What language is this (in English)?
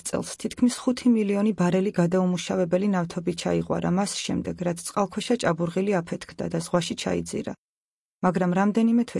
Georgian